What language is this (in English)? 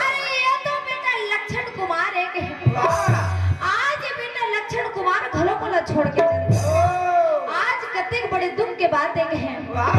Chhattisgarhi